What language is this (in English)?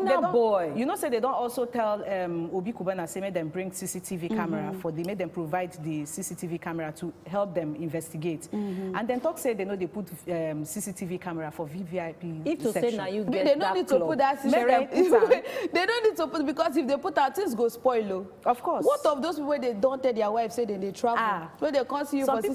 Nigerian Pidgin